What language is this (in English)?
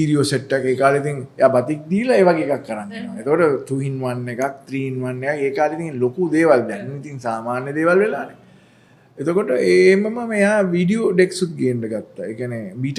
Sinhala